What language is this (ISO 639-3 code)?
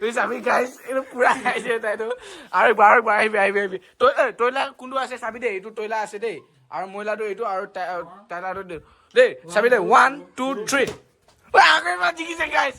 nag